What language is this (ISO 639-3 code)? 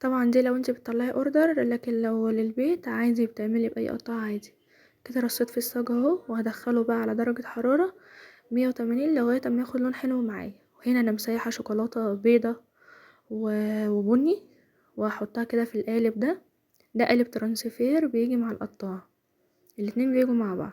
arz